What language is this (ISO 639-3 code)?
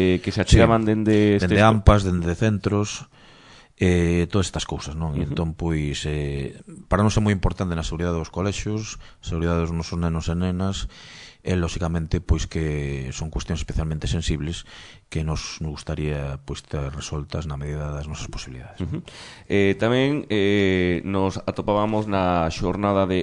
glg